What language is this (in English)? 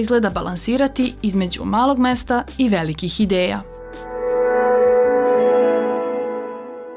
Serbian